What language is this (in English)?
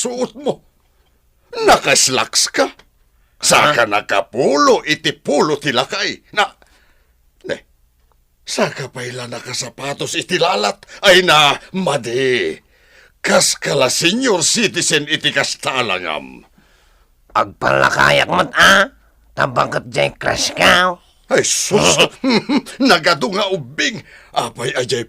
Iloko